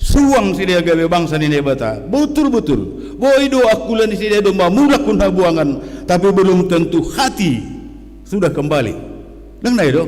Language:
Batak Simalungun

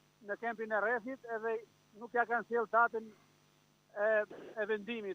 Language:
Albanian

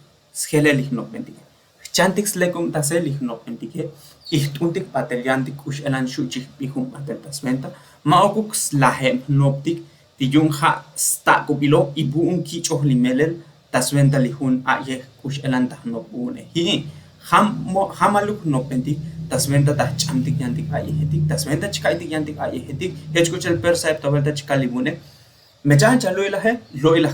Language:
Tzotzil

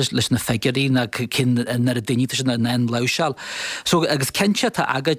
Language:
Irish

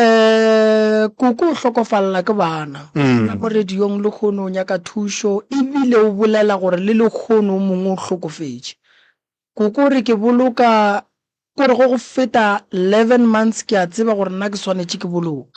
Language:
Northern Sotho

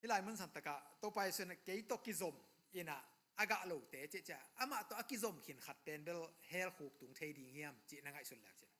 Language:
Tedim Chin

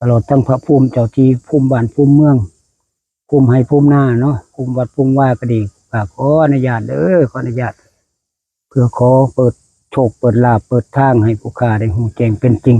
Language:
Northeastern Thai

